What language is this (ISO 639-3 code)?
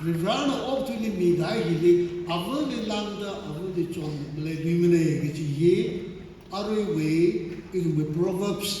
nmf